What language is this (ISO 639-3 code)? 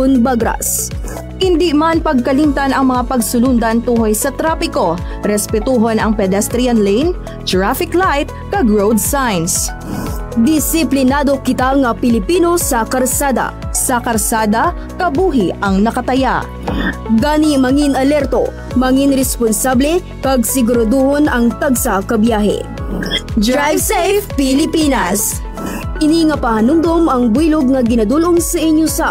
hil